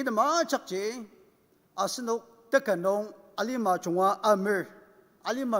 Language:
Ao Naga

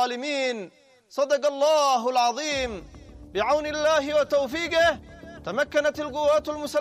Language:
Arabic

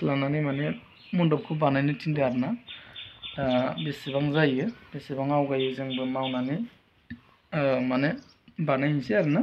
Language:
Bodo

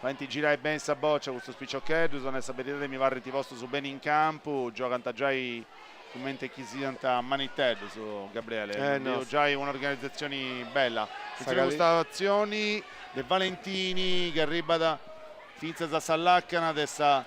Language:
Sardinian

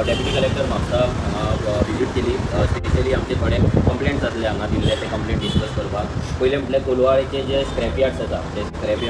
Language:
Konkani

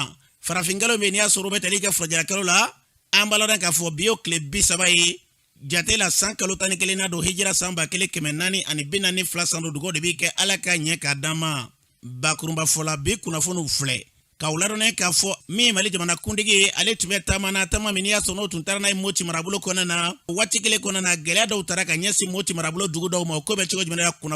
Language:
Bambara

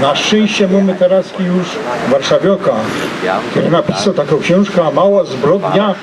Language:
Silesian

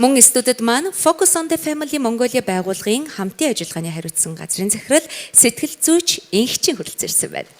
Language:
Mongolian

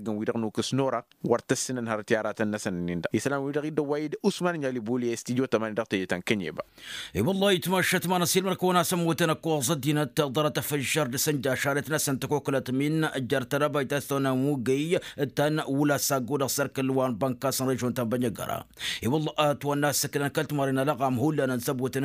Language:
Tamasheq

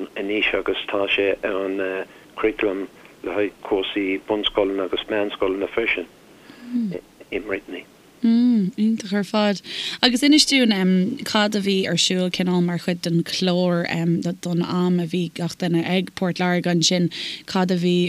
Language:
Irish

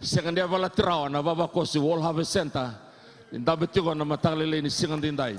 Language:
Fijian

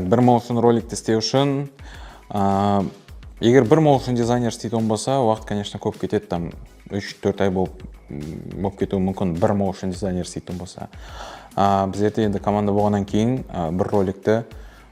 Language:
Kara-Kalpak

